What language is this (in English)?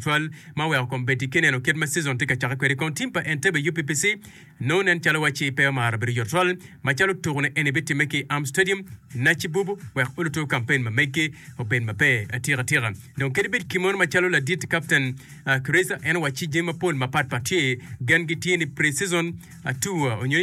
Acoli